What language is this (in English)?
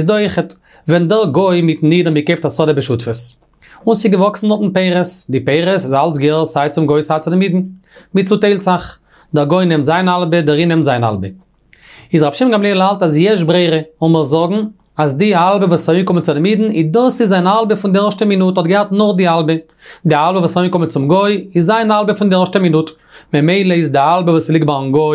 Yiddish